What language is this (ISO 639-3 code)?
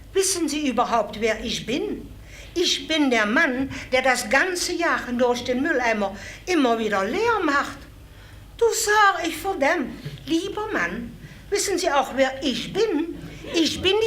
lim